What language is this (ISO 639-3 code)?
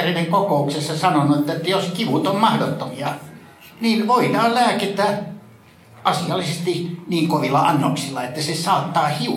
fin